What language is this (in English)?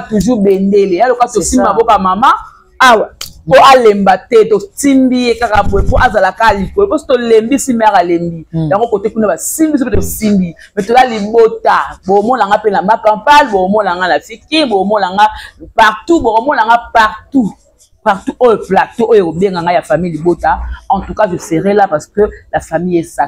Lingala